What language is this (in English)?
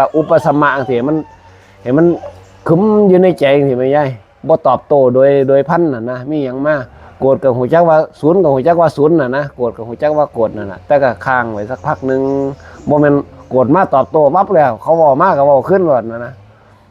Northeastern Thai